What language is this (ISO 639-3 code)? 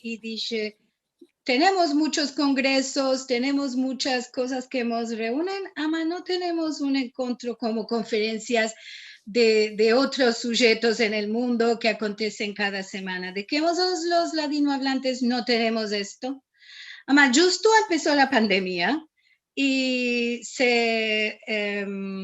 lad